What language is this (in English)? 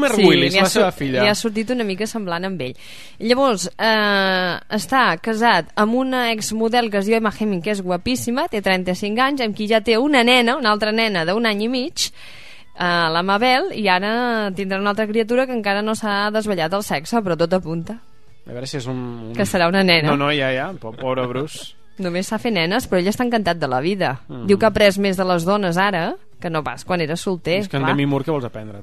Catalan